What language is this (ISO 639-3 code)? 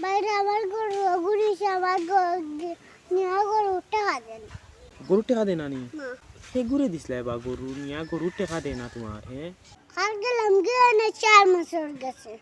syl